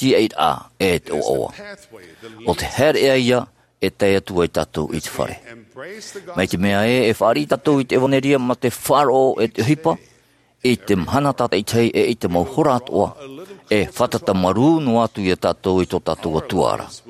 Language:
Tahitian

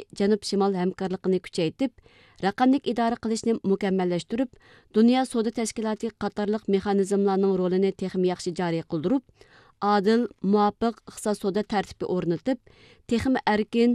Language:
Uyghur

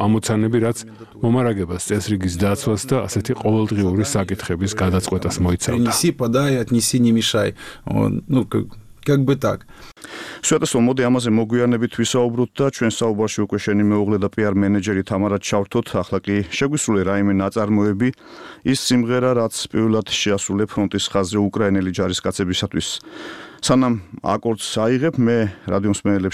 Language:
Georgian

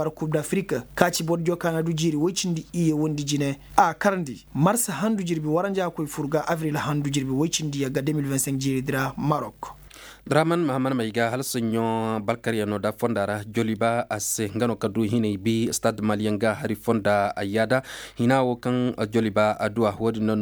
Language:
Koyraboro Senni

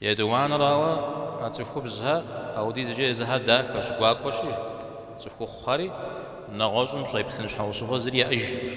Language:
Kabardian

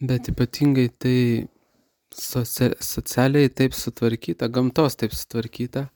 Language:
Lithuanian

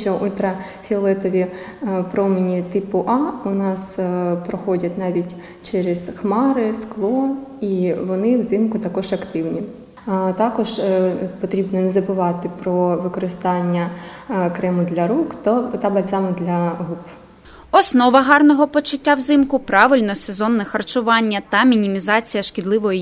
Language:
Ukrainian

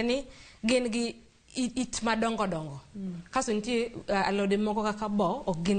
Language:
Luo (Kenya and Tanzania)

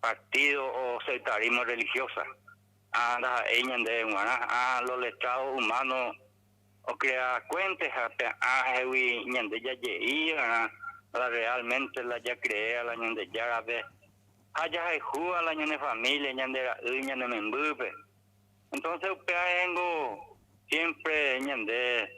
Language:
Guarani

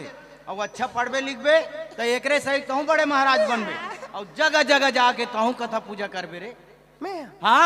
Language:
Chhattisgarhi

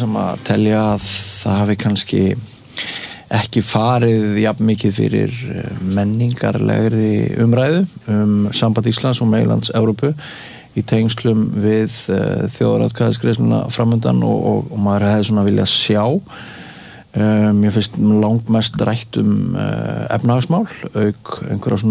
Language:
Icelandic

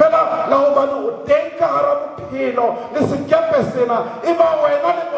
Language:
Southern Sotho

